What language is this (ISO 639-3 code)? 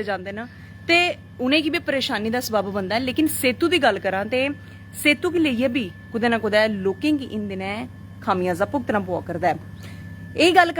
doi